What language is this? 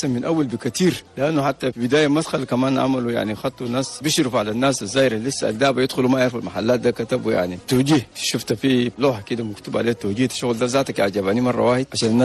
Chadian Arabic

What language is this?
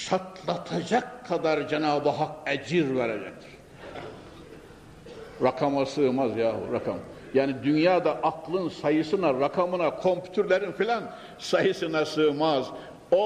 Turkish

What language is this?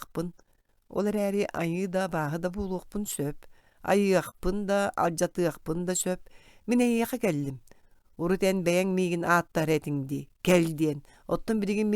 Yakut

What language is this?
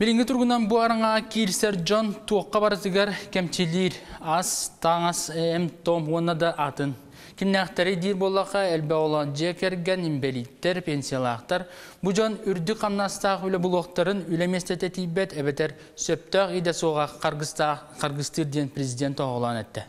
Yakut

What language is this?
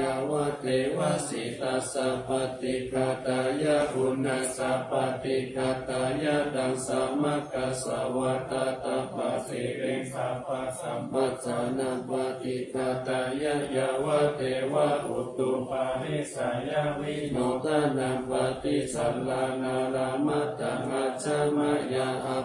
Pali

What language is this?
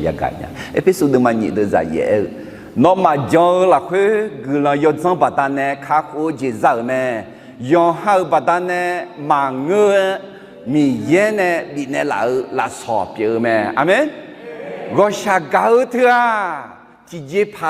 Akha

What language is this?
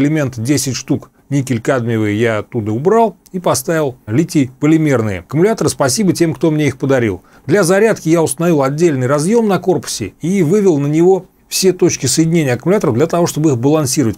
Russian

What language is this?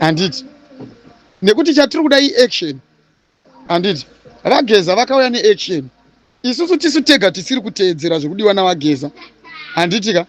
Shona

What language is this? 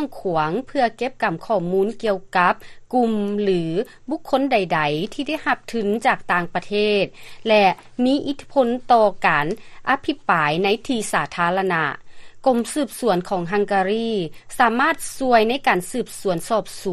Lao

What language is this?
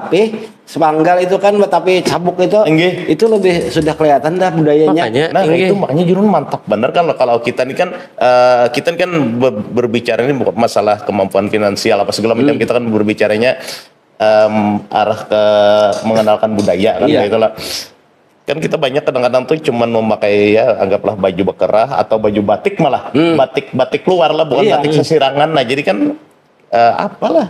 Banjar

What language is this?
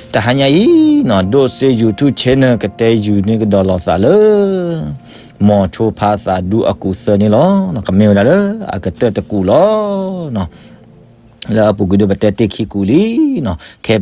S'gaw Karen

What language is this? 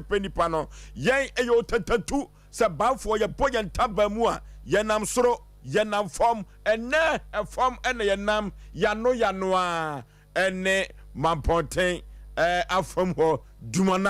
Akan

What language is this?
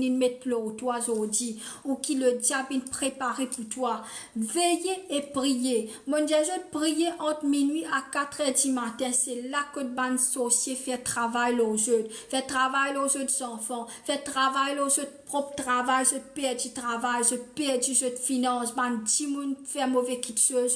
Morisyen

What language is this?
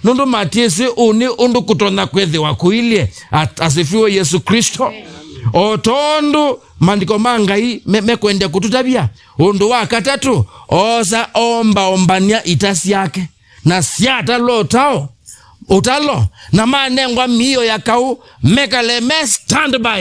Kamba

